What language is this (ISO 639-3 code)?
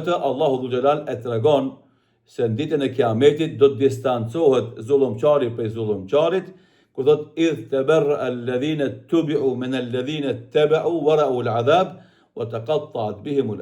sqi